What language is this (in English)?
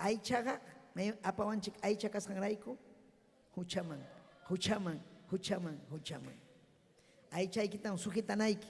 Ayacucho Quechua